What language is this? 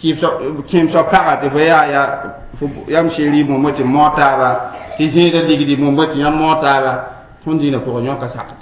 Mossi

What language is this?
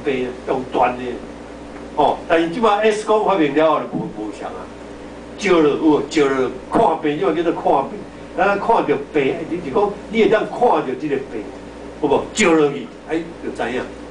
Min Nan Chinese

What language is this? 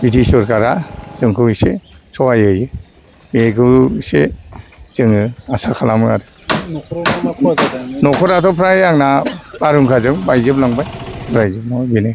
Bodo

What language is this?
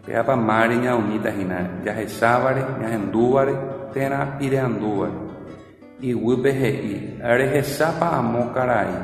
Guarani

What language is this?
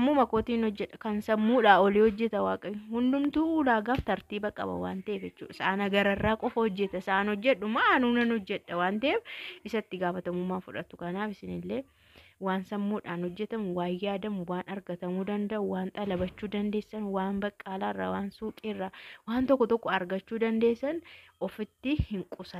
Oromo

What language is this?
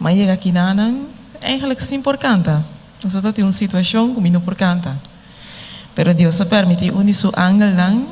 Papiamento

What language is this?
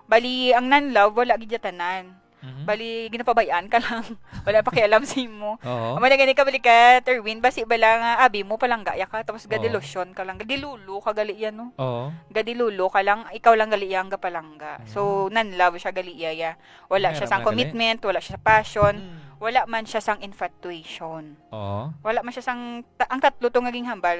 Hiligaynon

